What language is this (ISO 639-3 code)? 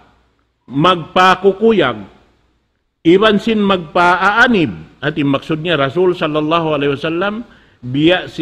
tsg